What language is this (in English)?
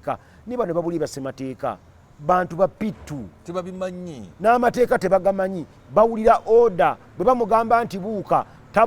Ganda